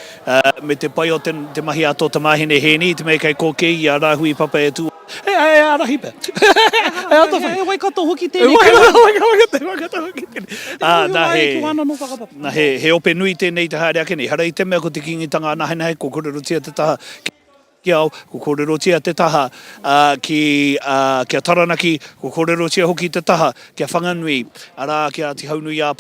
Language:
Māori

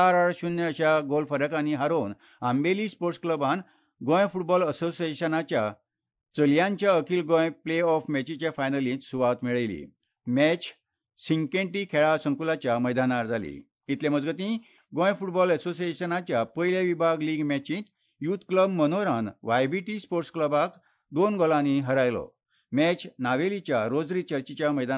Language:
Konkani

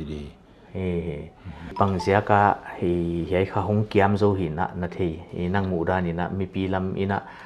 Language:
Paite Chin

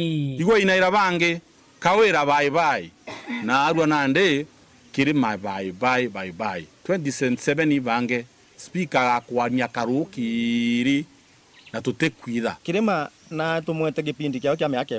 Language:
Meru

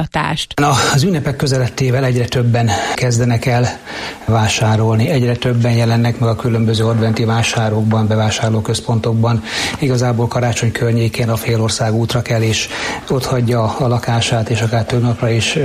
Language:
Hungarian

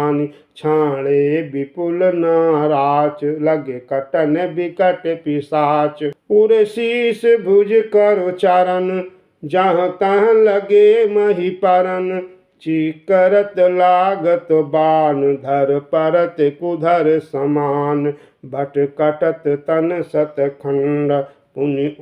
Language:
Awadhi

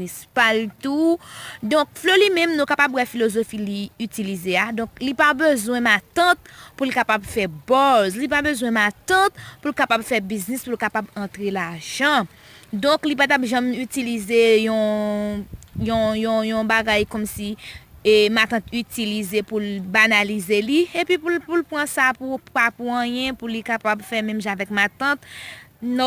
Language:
Haitian Creole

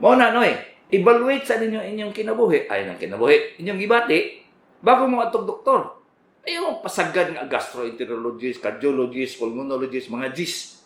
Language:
Cebuano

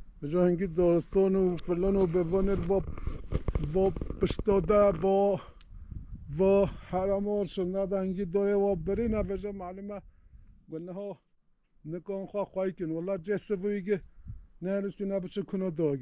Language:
Kurdish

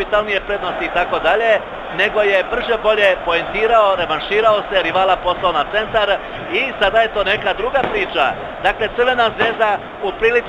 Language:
Serbian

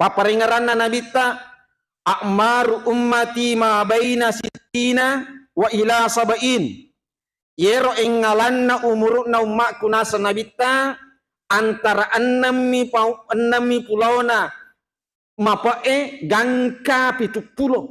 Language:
Buginese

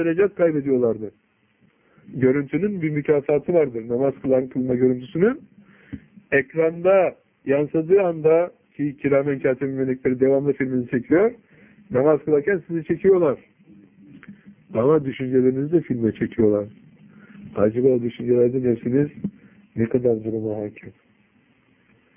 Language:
Turkish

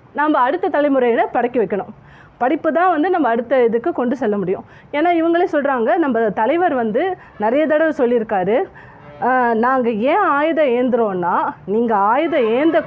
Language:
Tamil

